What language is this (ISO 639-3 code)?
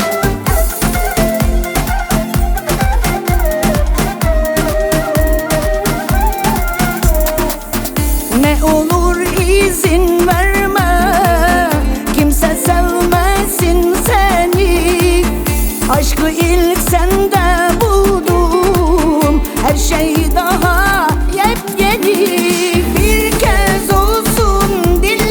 tur